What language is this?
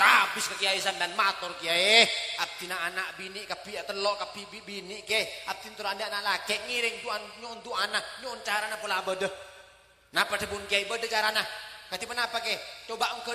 Madurese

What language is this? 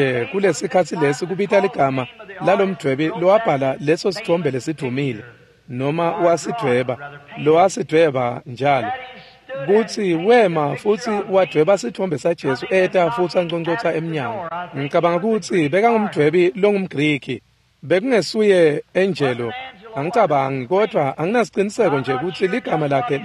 Swati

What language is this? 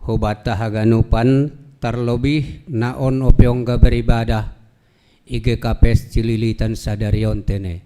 Batak Simalungun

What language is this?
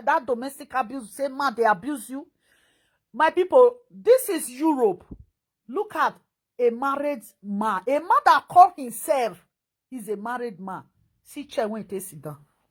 Nigerian Pidgin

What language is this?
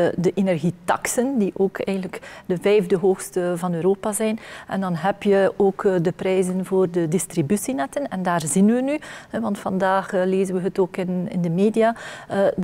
Dutch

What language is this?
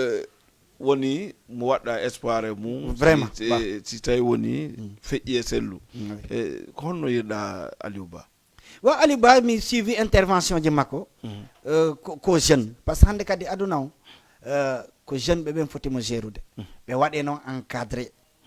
Fula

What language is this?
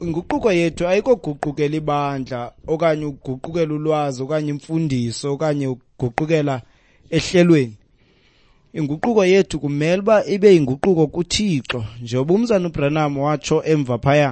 Xhosa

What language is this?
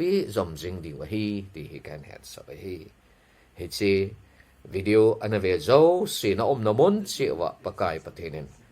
Thado Chin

